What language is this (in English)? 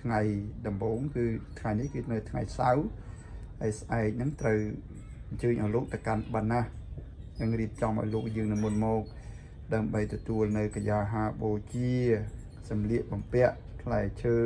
Khmer